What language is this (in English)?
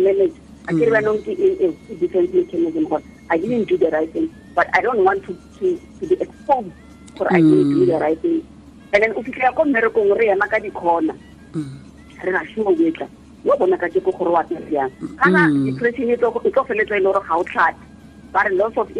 Tswana